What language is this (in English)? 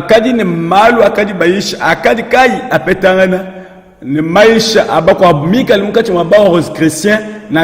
Luba-Lulua